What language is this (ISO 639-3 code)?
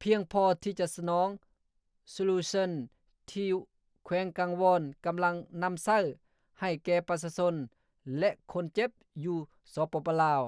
lao